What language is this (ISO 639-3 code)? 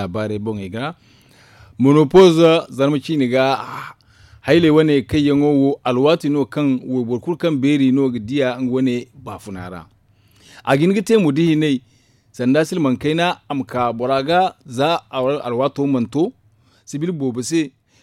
dje